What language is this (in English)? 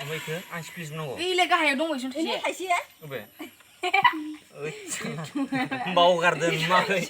Bodo